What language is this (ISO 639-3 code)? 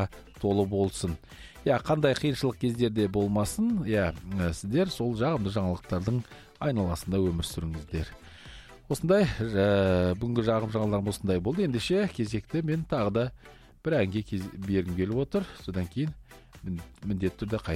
kaz